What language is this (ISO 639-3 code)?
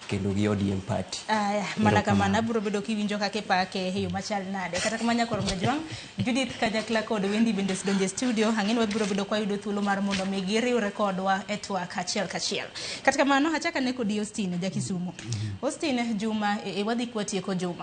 luo